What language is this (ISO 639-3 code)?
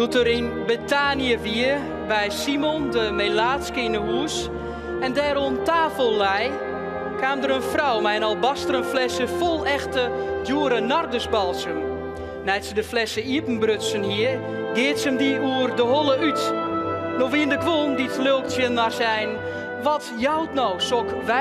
fry